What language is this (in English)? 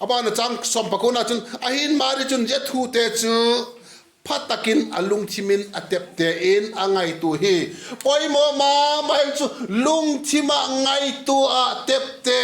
Vaiphei